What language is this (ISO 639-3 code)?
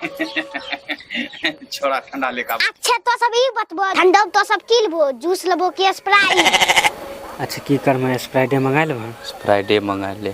anp